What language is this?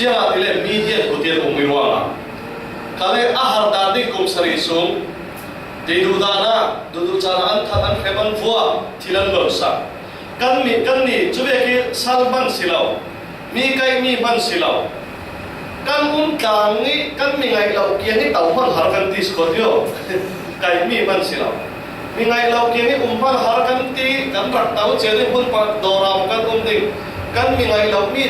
Falam Chin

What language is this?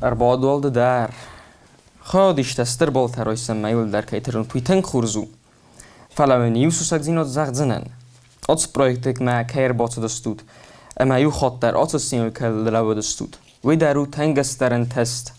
Ossetic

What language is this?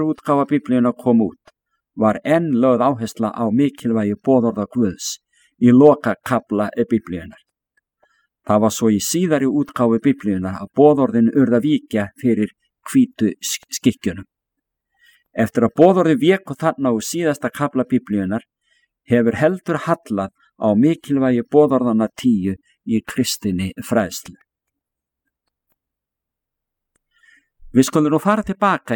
Icelandic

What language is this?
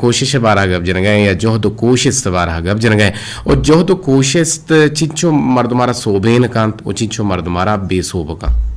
Eastern Balochi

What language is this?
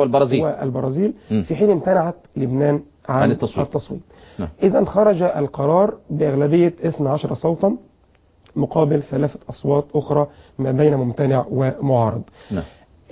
Arabic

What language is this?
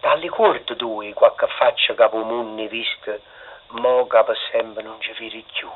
Neapolitan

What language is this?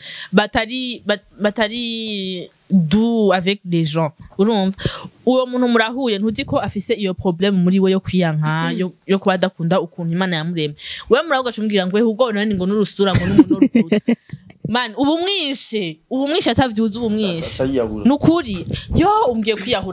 Rundi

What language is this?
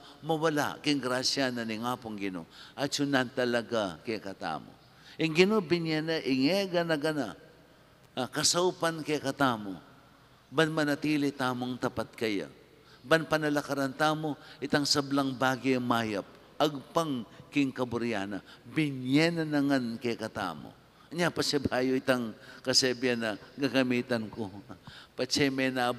Pampanga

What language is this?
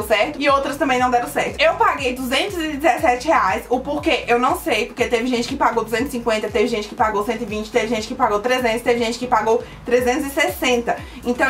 Portuguese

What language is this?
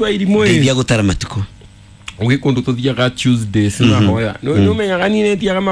Kikuyu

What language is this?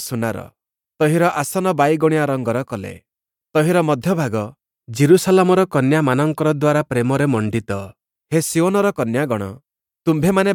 Odia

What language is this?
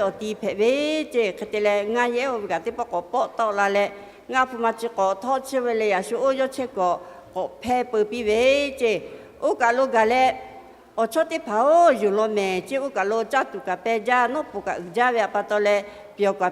Lahu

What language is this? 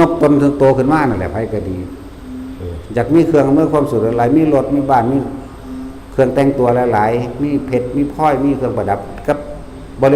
Lao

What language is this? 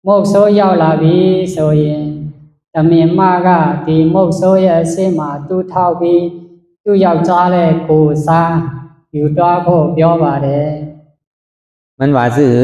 Shan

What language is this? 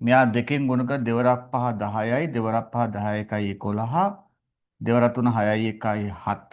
Sinhala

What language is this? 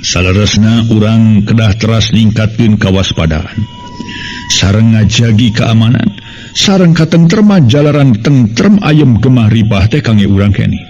Sundanese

